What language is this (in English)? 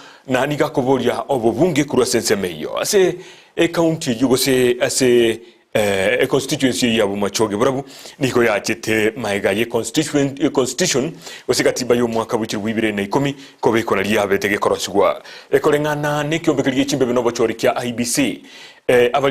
Gusii